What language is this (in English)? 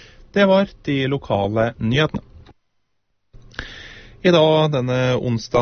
Norwegian